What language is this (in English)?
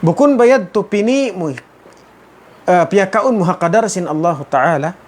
Tausug